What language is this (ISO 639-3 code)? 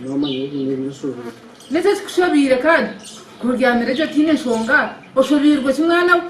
nyn